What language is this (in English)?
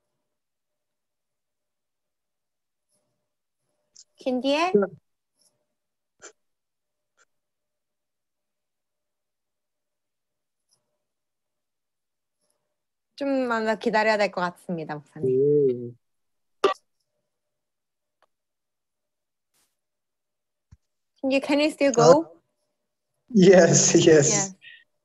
Korean